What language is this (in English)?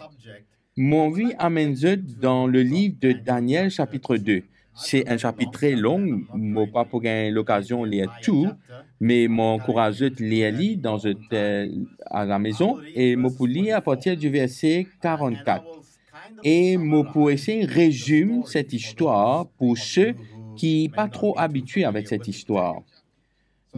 Morisyen